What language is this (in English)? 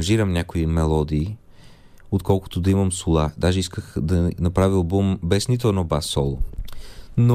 Bulgarian